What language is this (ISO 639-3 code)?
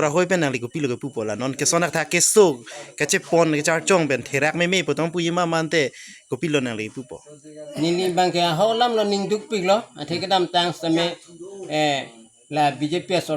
mjw